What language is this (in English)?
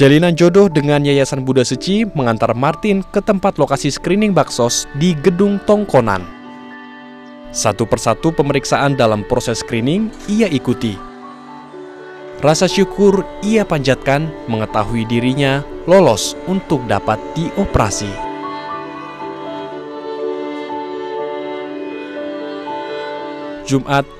Indonesian